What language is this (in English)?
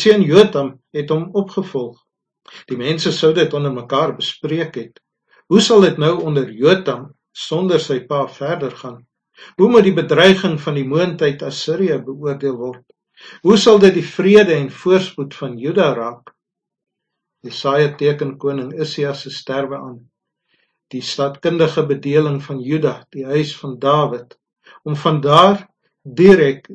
Afrikaans